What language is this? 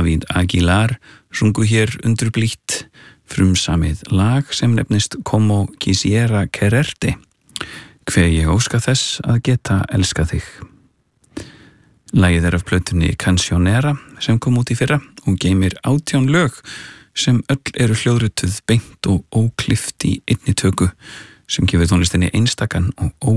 Icelandic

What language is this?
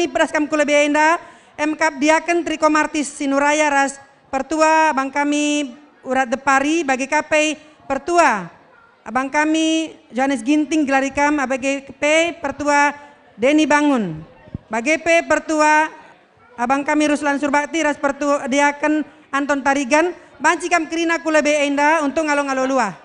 Batak Karo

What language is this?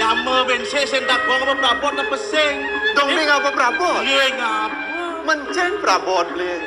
Balinese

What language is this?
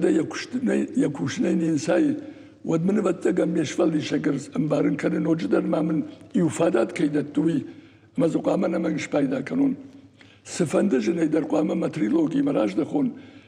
Ossetic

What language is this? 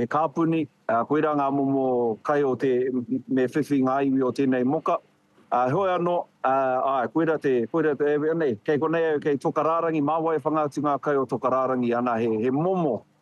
Māori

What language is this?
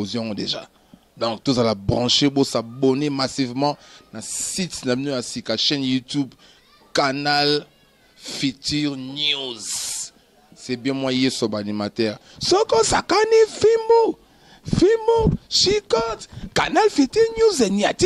Lingala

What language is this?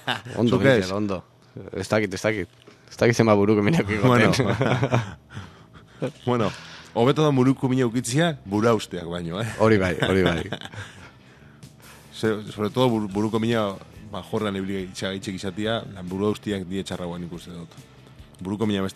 Basque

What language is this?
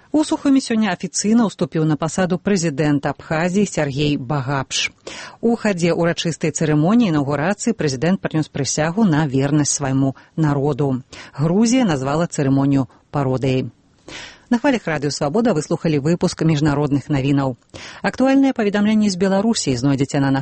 Belarusian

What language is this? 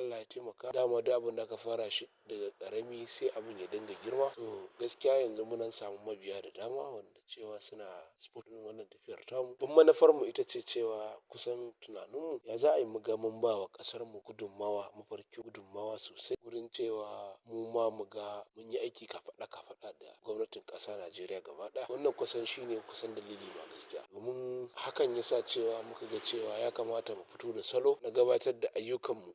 Hausa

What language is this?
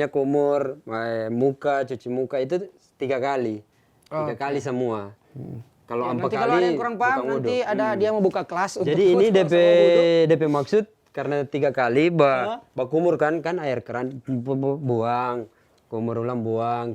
Manado Malay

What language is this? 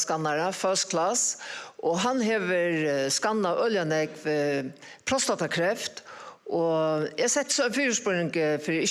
Faroese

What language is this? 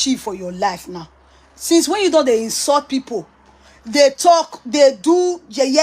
Nigerian Pidgin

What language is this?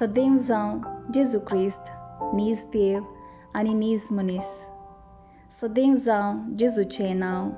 Konkani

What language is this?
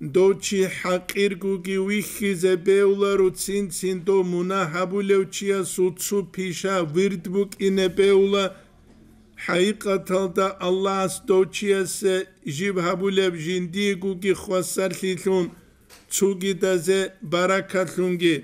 Avaric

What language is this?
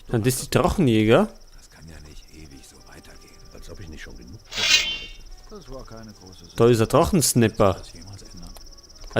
Bavarian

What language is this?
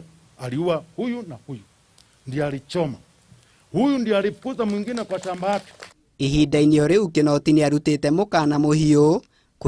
Kikuyu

